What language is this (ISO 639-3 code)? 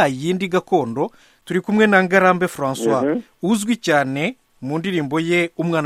kin